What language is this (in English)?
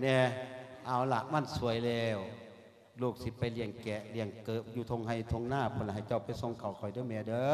Lao